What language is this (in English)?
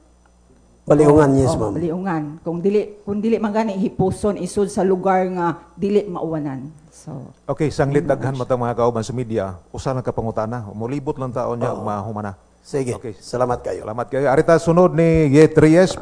Cebuano